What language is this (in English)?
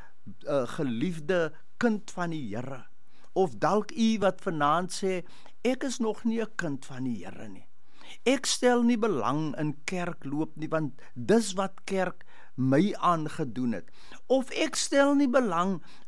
Afrikaans